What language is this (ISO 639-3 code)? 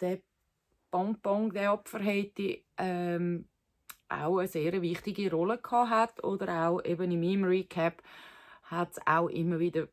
gsw